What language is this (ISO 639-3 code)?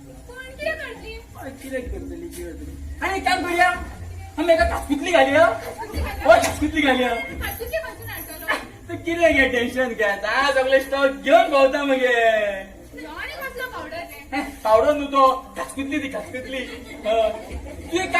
kok